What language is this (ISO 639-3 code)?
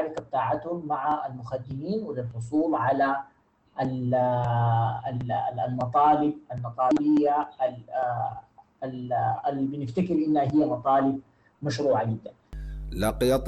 apd